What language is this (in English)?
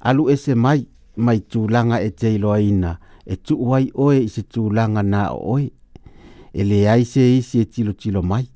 Samoan